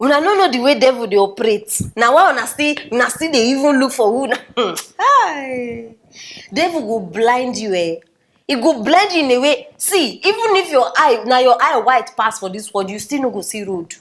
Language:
Nigerian Pidgin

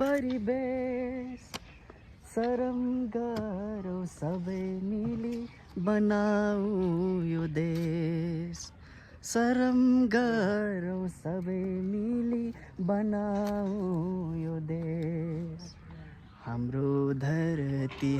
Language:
Nepali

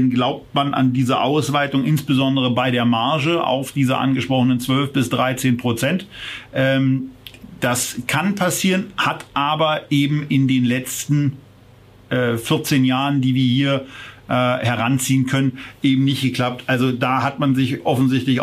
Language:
German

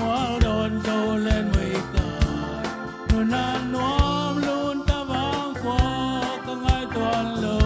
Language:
Tedim Chin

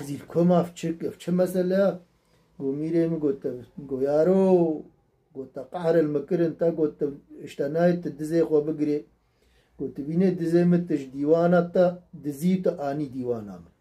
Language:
Kurdish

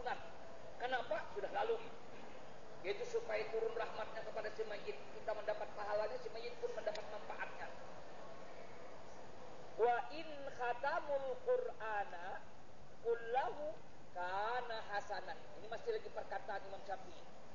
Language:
Indonesian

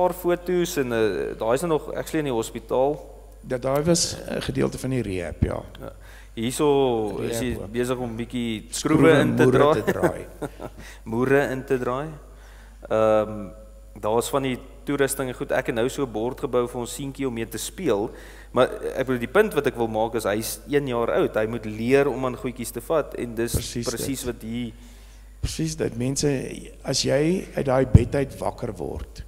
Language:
Afrikaans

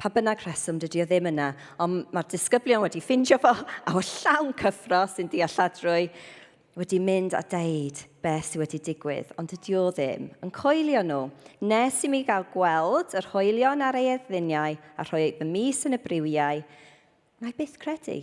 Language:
Welsh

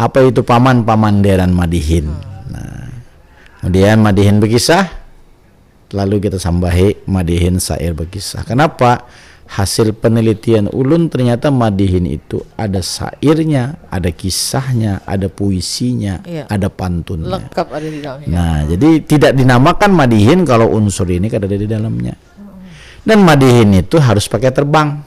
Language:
Banjar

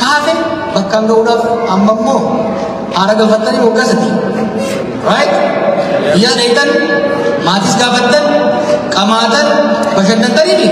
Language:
Oromo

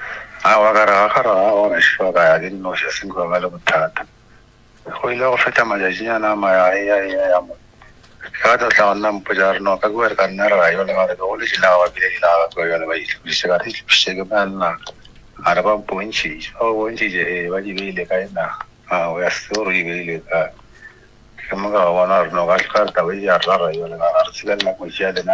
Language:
Northern Sotho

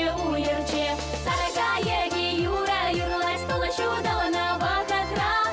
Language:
Chuvash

